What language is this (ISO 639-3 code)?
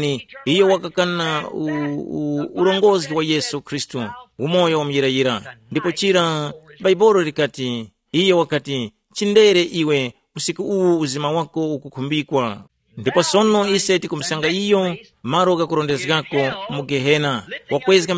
tum